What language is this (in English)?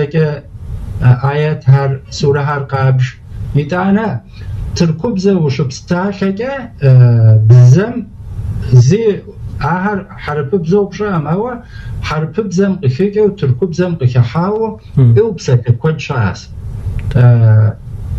Kabardian